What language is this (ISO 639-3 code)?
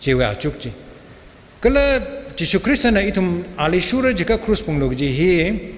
nmf